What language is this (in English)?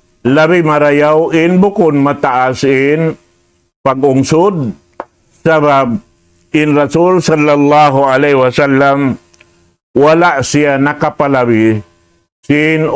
Tausug